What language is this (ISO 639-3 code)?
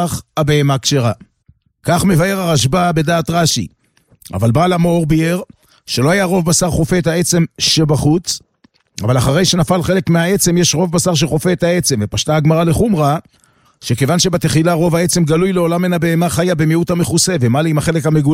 heb